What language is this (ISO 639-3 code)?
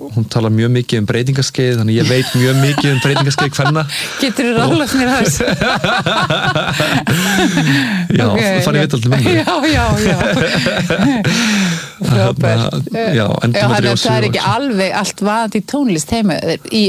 isl